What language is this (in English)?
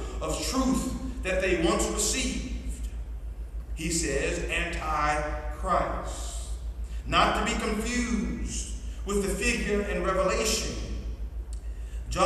English